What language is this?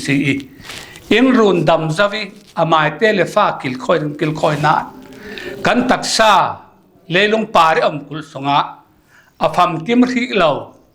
Falam Chin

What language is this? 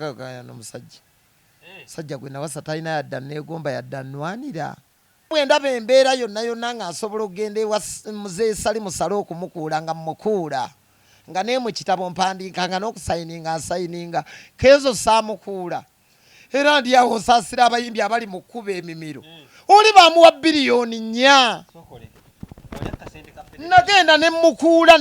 Ganda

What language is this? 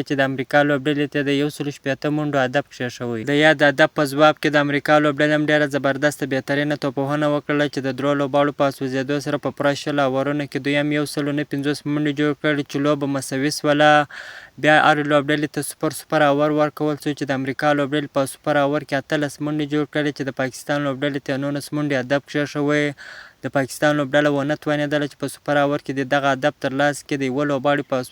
Pashto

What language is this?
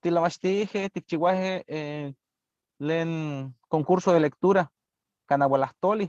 Eastern Huasteca Nahuatl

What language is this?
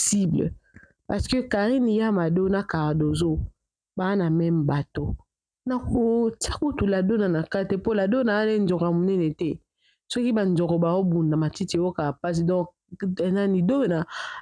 Lingala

